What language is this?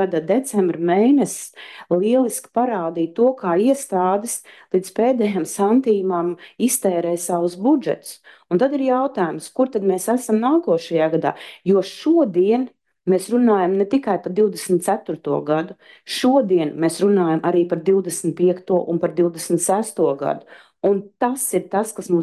Latvian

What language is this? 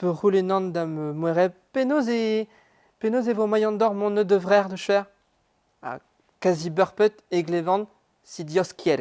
Breton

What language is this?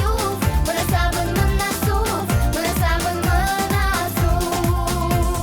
Crimean Tatar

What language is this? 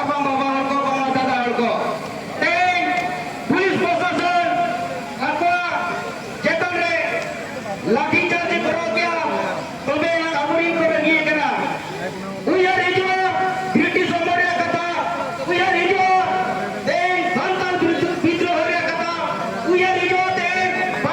Santali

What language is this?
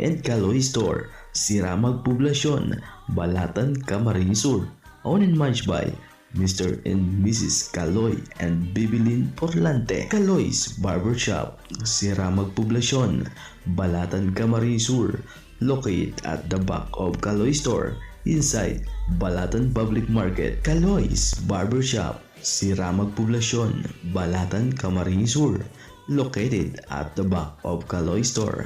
Bikol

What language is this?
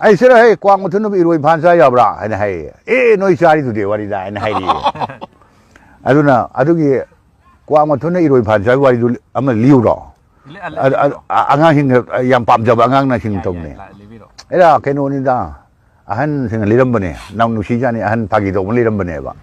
Manipuri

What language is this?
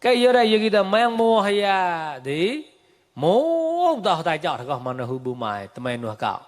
Mon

